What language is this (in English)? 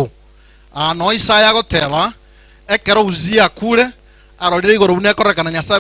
Gusii